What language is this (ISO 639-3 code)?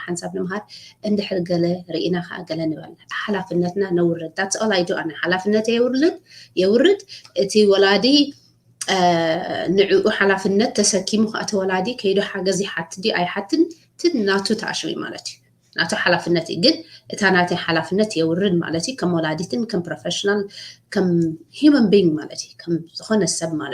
tir